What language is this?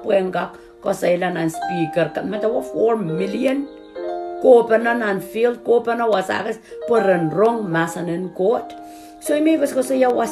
Pohnpeian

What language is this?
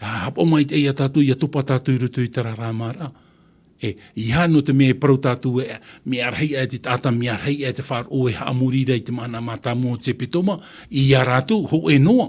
Tahitian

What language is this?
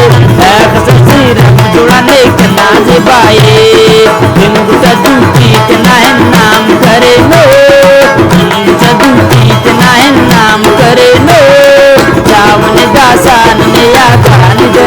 Brahui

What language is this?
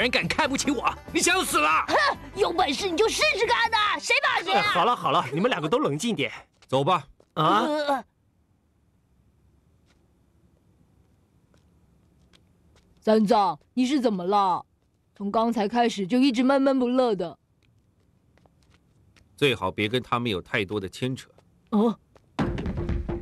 Chinese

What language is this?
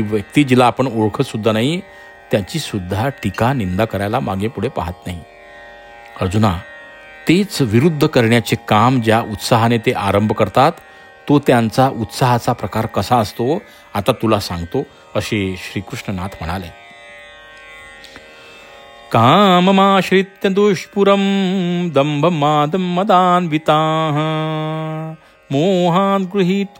Marathi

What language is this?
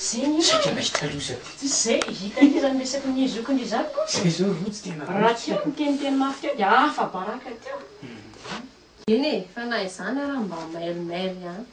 Malagasy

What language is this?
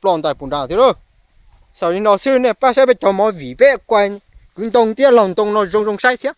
Hmong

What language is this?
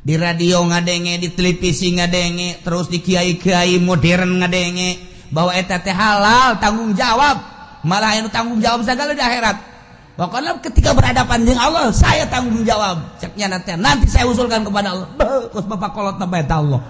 Sundanese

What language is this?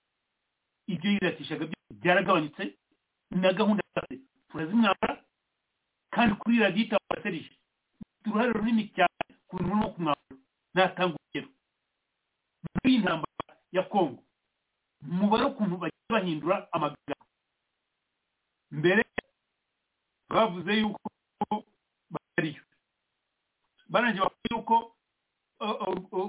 Kinyarwanda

